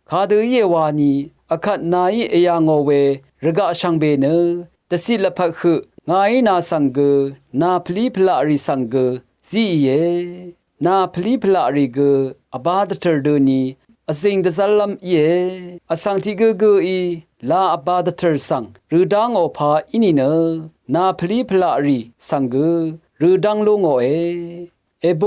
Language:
Rawang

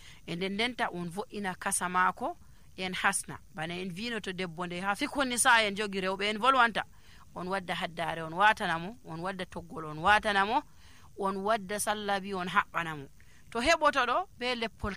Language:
Nigerian Fulfulde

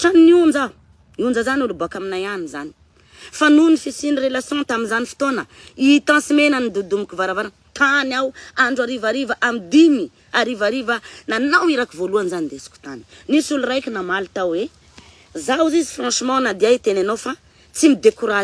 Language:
Malagasy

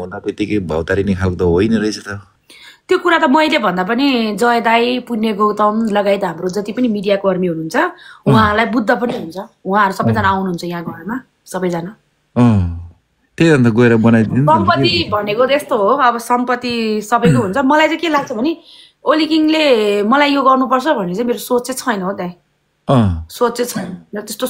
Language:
Nepali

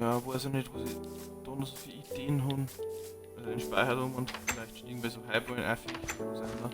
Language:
Bavarian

